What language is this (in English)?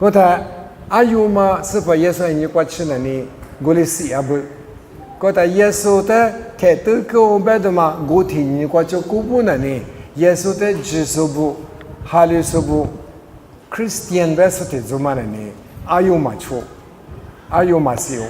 Lisu